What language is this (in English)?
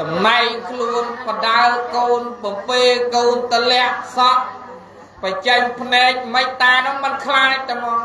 Khmer